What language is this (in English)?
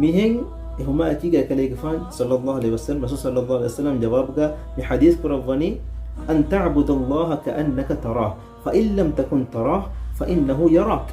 Divehi